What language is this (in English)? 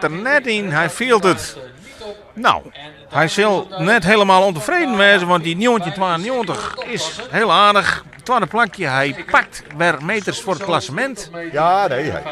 Western Frisian